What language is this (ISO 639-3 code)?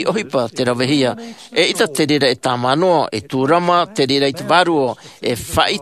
tah